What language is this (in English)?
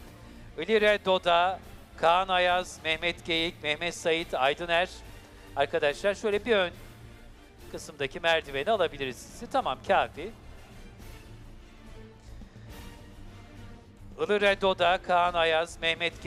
Turkish